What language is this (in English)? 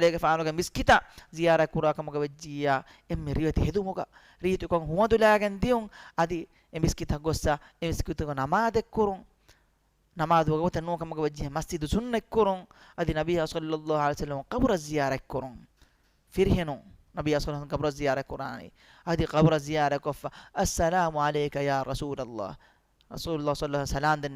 Divehi